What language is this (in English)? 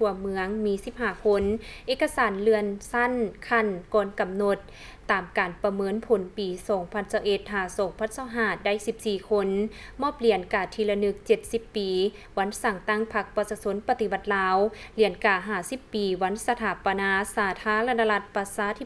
Lao